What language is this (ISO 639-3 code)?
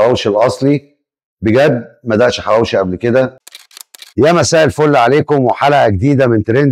arz